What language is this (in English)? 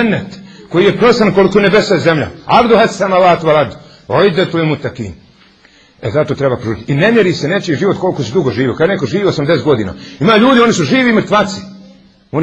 Bosnian